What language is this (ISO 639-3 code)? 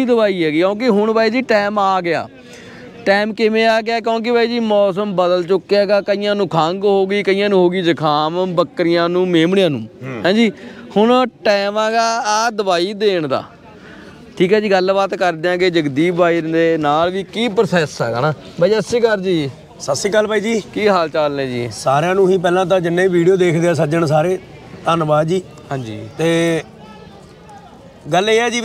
pan